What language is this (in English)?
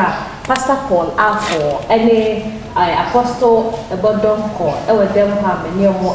Akan